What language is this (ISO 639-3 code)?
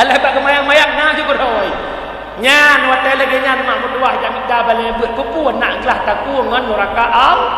ace